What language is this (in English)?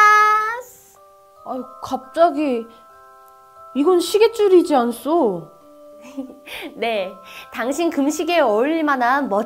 Korean